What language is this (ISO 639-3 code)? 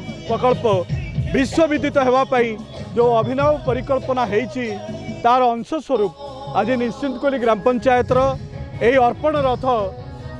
ori